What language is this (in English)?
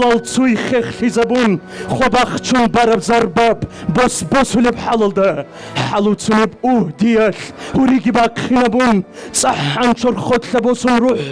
Avaric